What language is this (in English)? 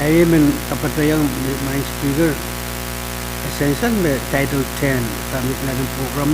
Pohnpeian